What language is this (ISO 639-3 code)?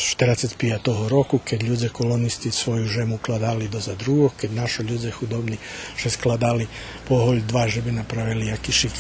rue